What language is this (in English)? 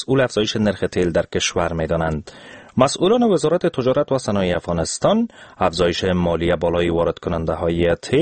Persian